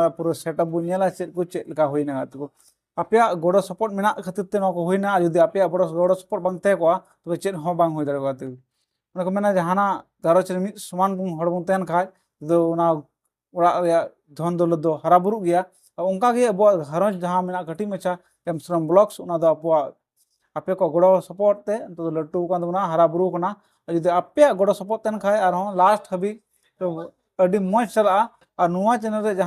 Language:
Santali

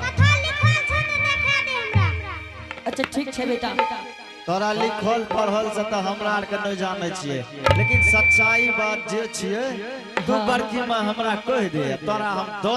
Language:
Angika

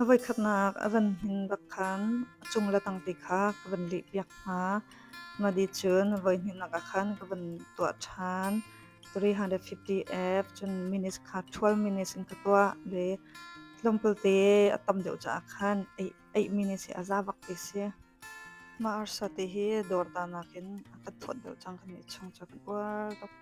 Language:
Hakha Chin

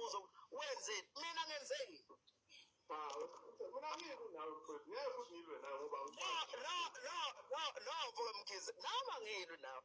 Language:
Zulu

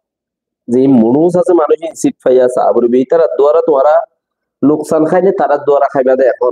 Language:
Rohingya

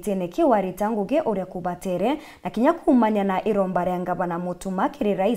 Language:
Meru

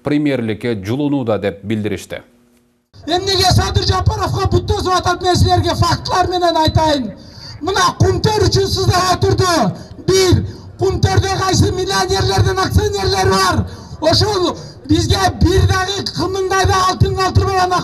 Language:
Kyrgyz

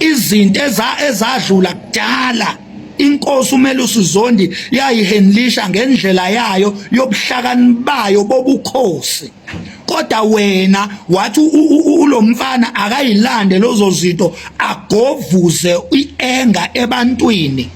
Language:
Zulu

